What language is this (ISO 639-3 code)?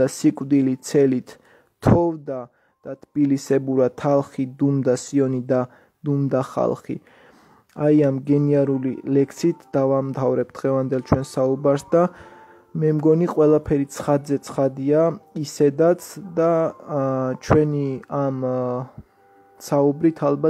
kat